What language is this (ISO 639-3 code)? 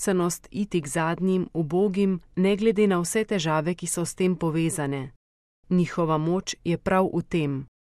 slv